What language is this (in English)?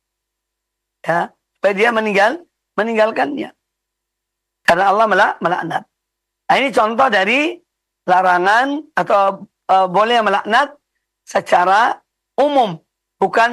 Indonesian